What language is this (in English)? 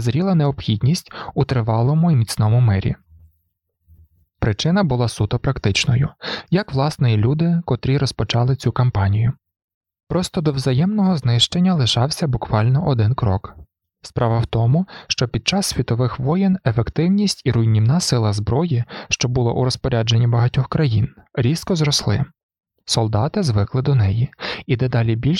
Ukrainian